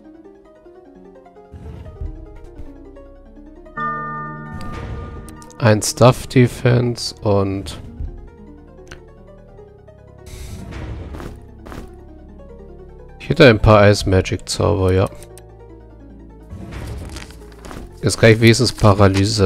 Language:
German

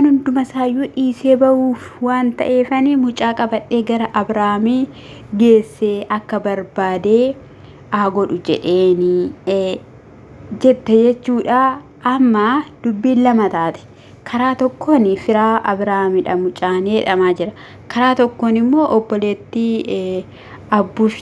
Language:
Oromo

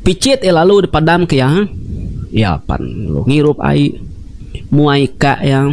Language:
Iban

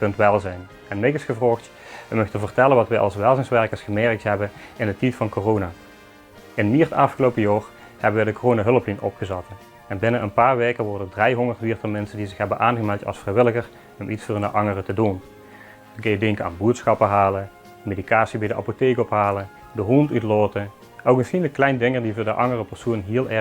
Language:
Limburgish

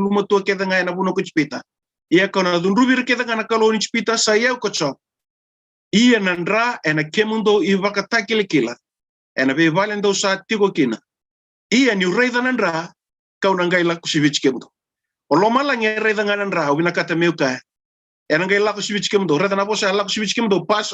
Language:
Fijian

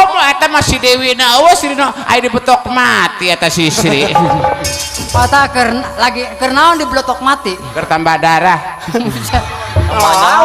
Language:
Sundanese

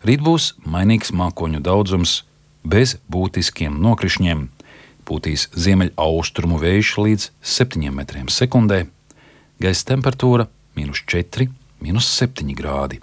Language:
Latvian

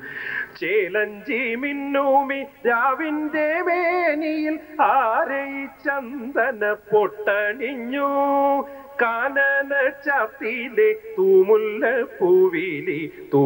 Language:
Malayalam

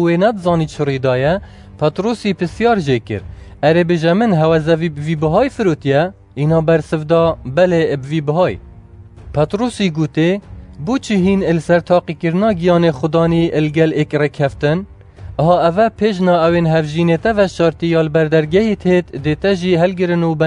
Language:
Kurdish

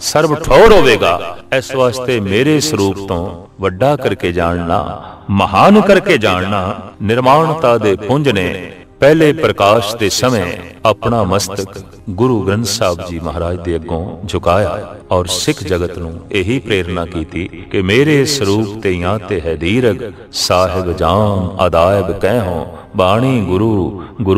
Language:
Punjabi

